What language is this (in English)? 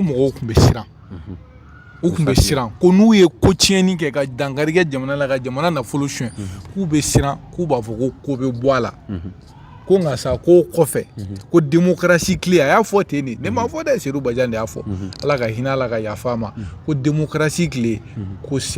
Bambara